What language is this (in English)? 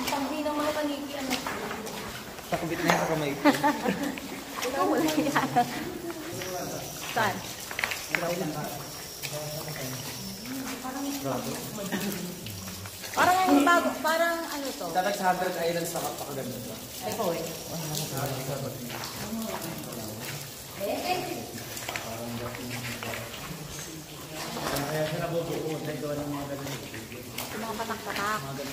Filipino